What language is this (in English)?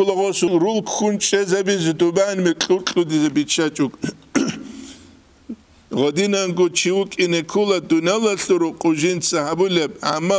Avaric